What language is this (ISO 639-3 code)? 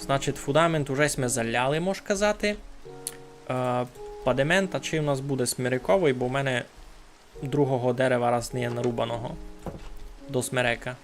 rue